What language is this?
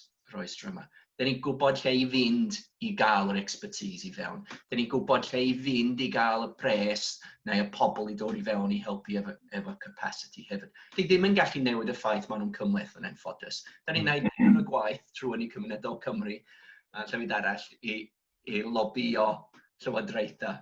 Welsh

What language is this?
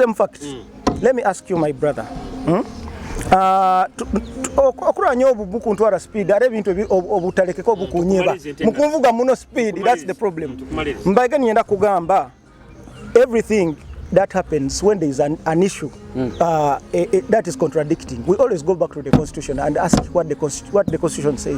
Nyoro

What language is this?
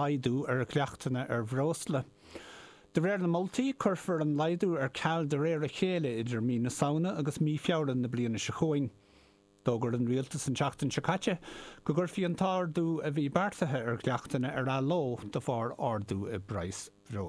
Irish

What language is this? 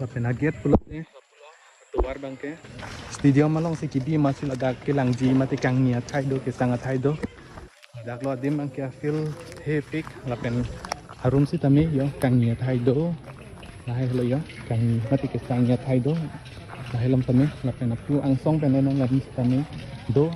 Karbi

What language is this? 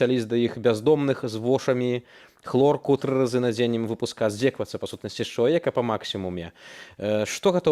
Belarusian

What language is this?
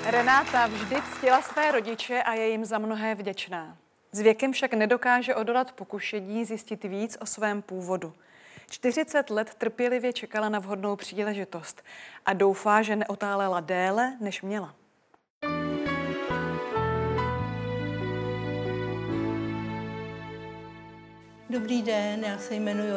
Czech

